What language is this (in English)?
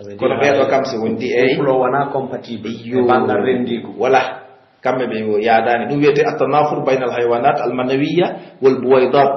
Pular